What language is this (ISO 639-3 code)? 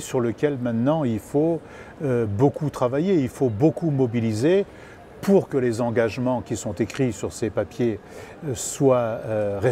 fra